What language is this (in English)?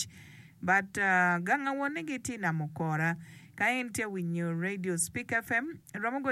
Acoli